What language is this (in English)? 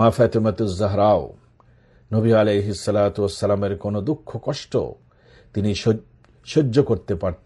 Bangla